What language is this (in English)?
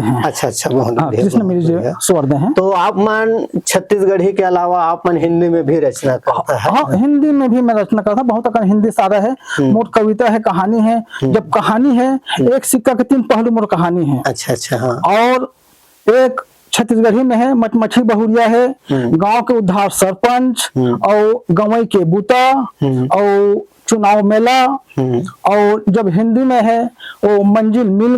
Chhattisgarhi